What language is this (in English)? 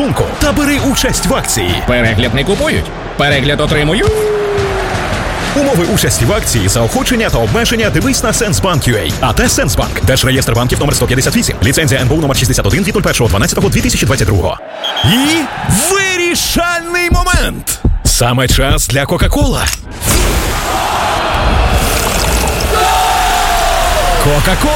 Ukrainian